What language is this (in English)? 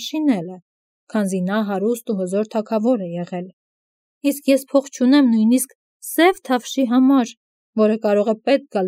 Armenian